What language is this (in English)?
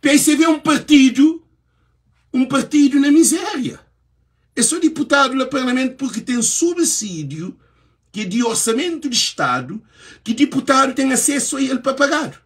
Kabuverdianu